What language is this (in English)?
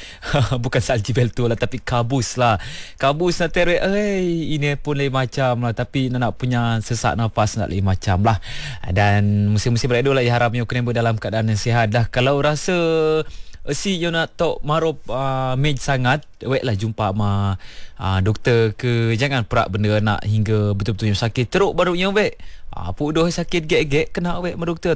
Malay